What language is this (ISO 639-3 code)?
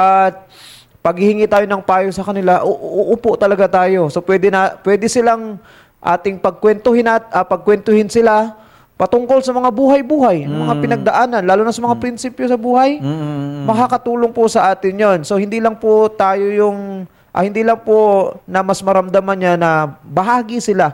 fil